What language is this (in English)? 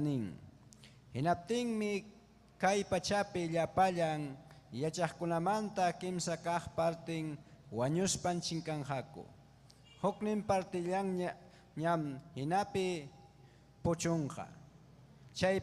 Ayacucho Quechua